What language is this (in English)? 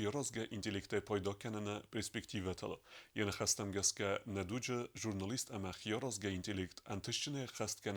Ossetic